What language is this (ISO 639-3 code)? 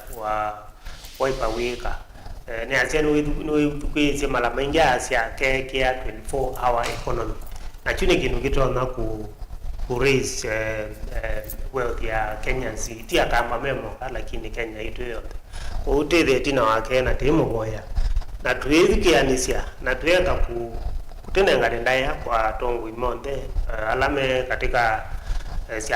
kam